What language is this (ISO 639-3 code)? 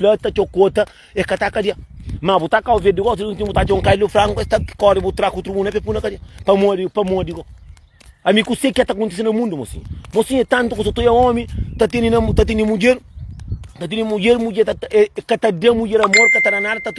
kea